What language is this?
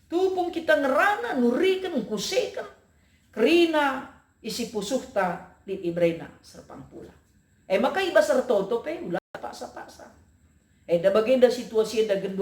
Batak Karo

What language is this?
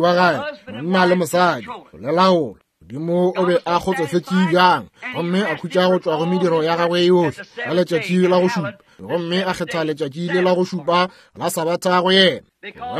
Northern Sotho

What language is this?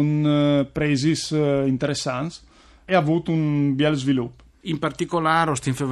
Friulian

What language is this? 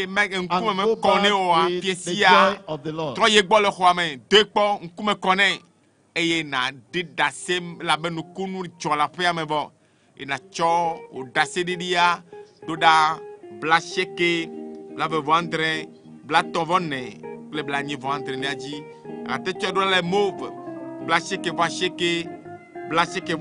Ewe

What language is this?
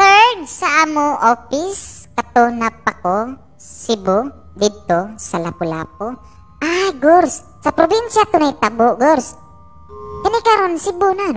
Cebuano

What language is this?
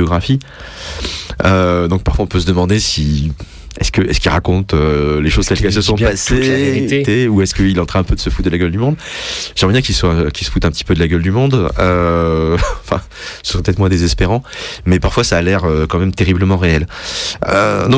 French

